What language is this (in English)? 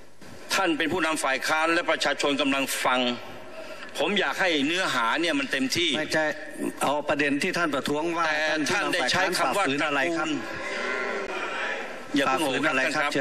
Thai